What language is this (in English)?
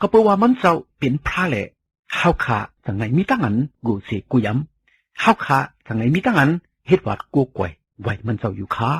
Shan